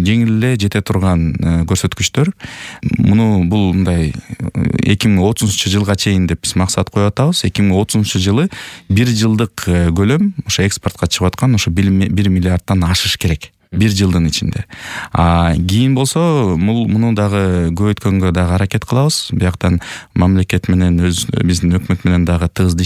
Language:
Kyrgyz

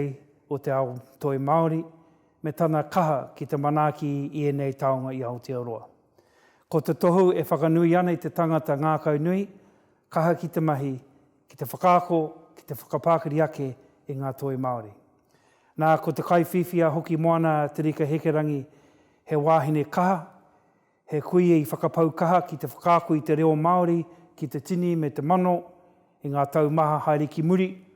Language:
Māori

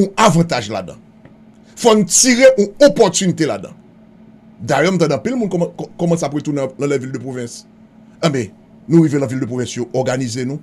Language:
Haitian Creole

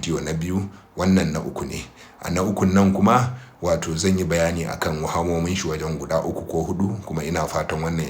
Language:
Hausa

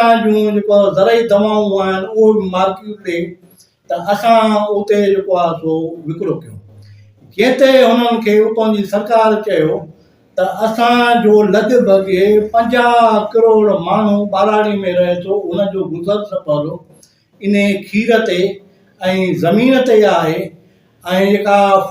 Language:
Sindhi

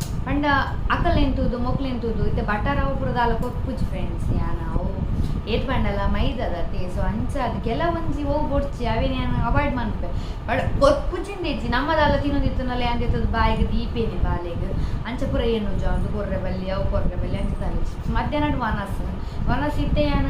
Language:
Tulu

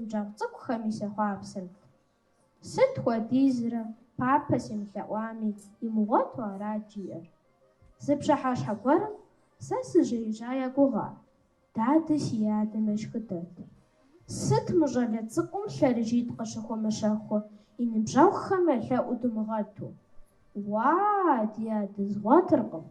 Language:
Kabardian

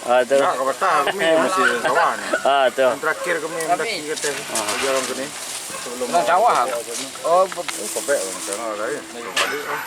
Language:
Minangkabau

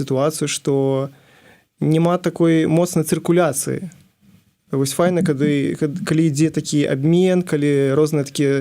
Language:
Belarusian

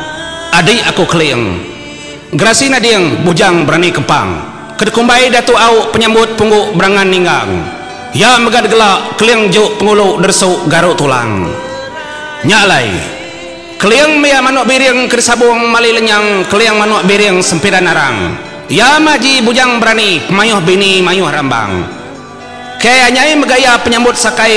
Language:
Iban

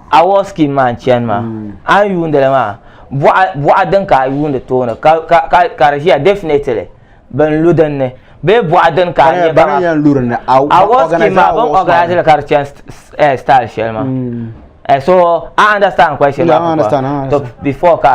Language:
Dagbani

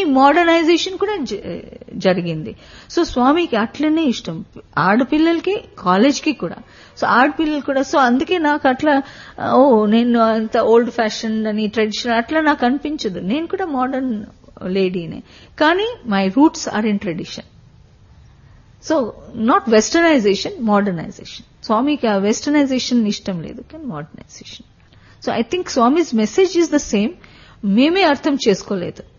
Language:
Telugu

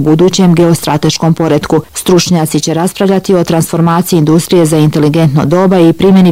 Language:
Bosnian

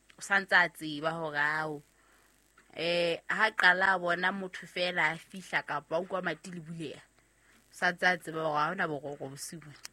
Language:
Southern Sotho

